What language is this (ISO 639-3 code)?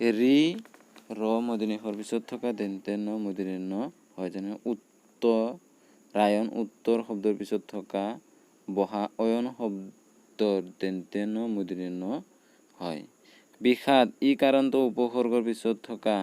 asm